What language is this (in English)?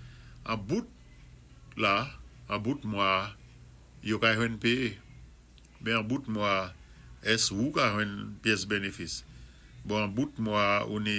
Saint Lucian Creole French